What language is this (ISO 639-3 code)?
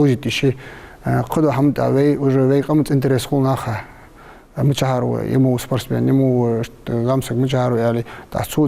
inh